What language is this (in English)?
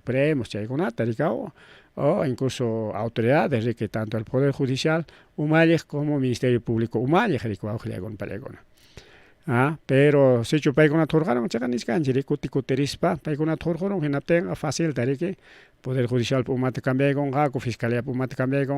Ayacucho Quechua